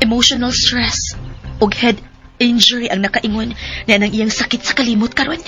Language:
Cebuano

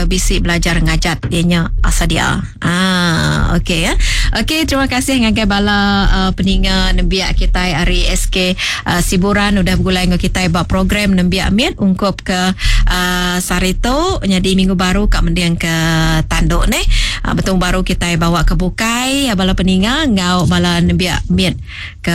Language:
Iban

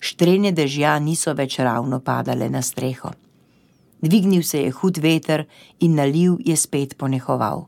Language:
Slovenian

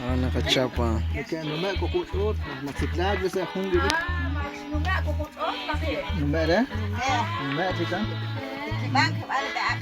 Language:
Kekchí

